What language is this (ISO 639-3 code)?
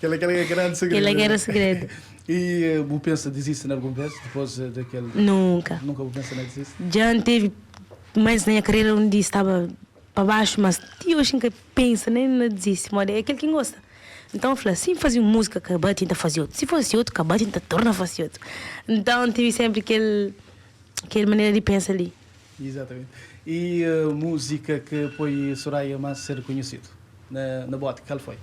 kea